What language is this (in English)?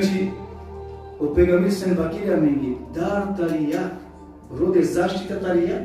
Balkan Romani